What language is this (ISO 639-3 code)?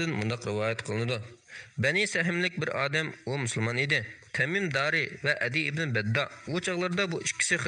uig